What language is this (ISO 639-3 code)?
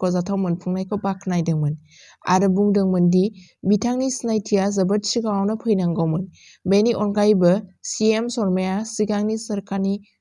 brx